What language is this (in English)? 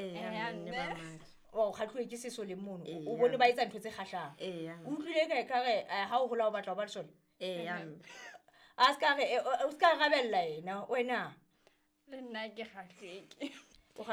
Southern Sotho